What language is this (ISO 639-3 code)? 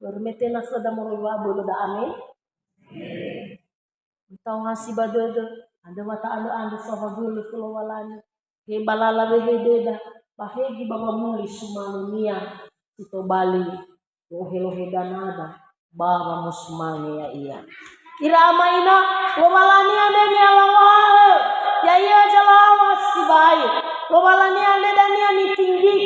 nia